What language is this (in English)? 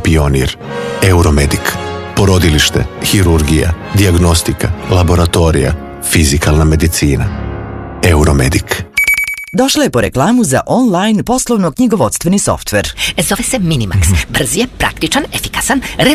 Serbian